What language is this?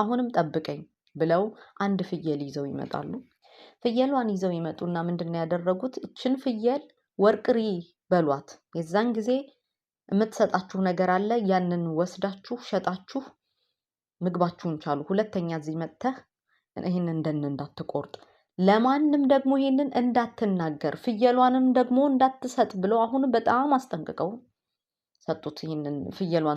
Amharic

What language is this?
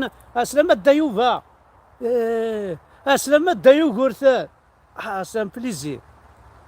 Kabyle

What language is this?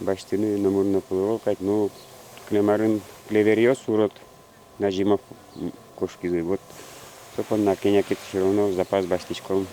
Udmurt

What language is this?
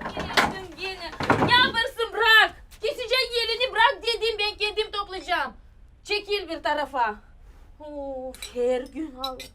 Gagauz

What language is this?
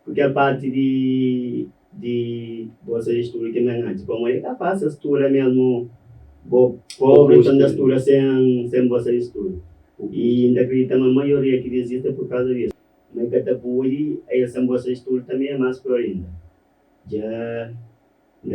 Kabuverdianu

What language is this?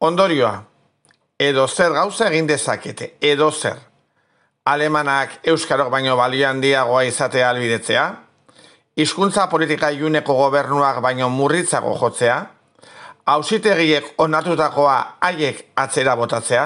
Basque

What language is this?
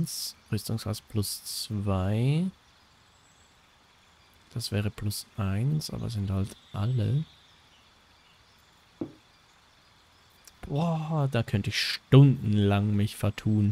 German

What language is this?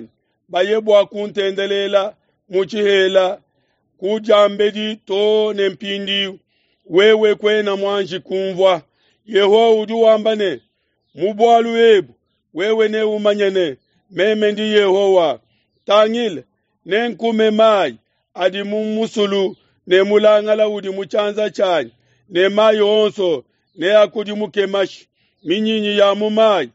Luba-Lulua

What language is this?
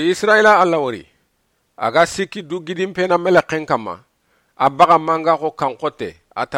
Soninke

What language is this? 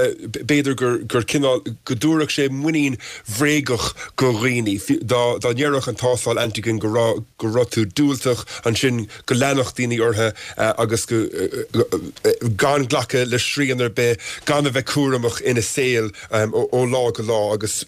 Irish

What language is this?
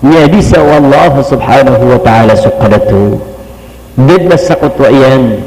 Maranao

